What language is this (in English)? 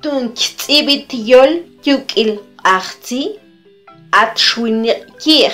Mam